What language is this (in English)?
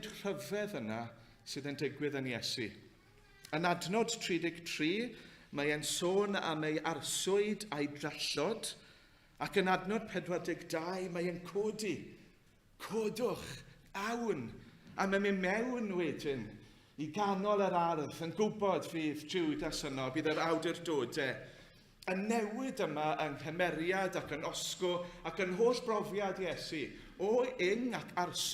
Welsh